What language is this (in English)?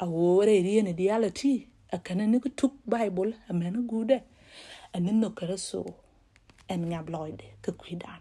Nuer